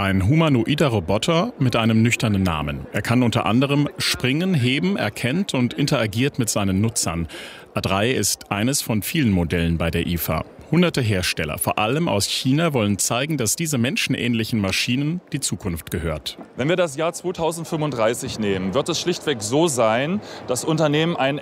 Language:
German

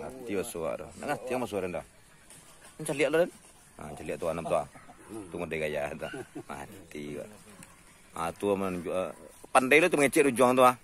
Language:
Minangkabau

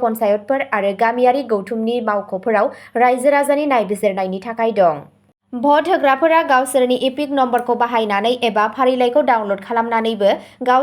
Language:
Bodo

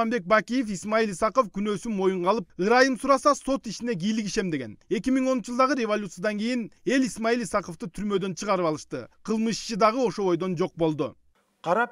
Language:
Kyrgyz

